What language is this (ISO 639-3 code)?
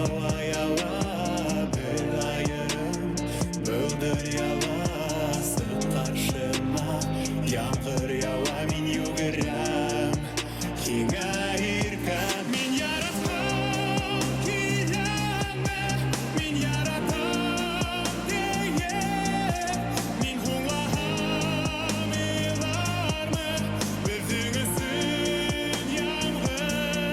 bak